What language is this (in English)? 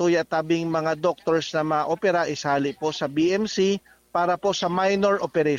Bikol